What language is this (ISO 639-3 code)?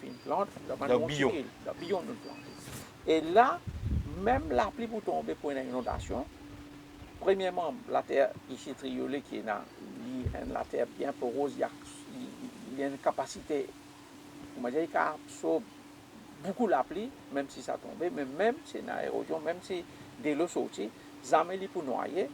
mfe